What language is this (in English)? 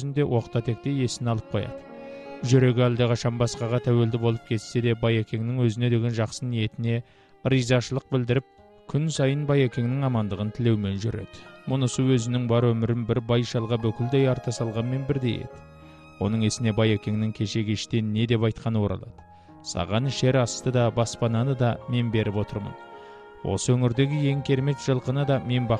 Kazakh